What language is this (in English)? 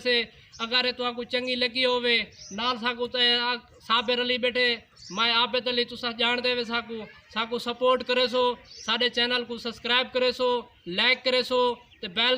Saraiki